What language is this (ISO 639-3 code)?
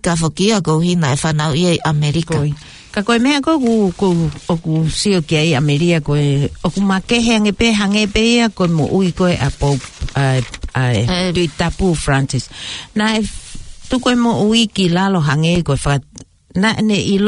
ton